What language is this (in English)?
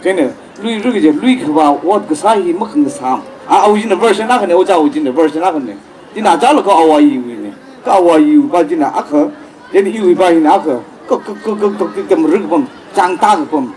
Tangkhul Naga (India)